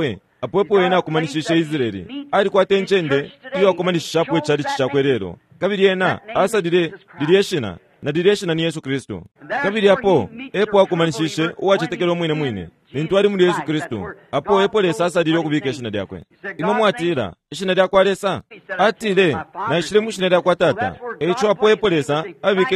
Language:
Bemba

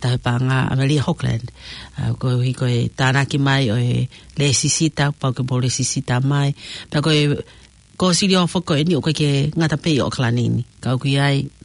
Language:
Tongan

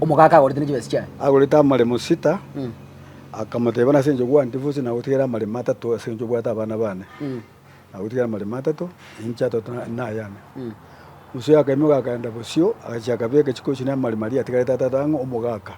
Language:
Gusii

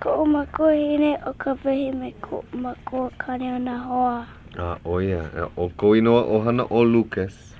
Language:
Hawaiian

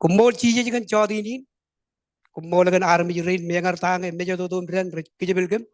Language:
Marshallese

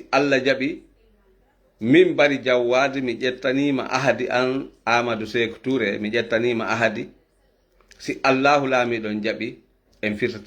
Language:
Fula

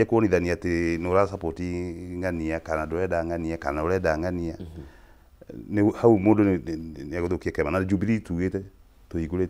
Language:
Kikuyu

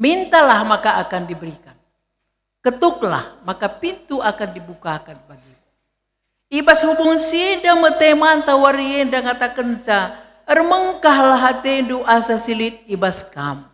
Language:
Batak Karo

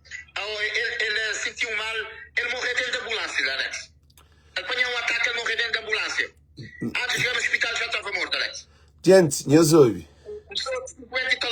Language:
Kabuverdianu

